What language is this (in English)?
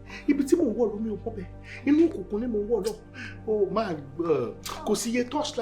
Yoruba